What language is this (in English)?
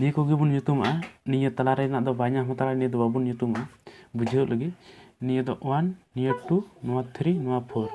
Santali